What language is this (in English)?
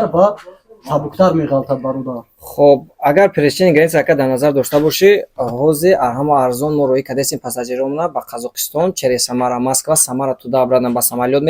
Tajik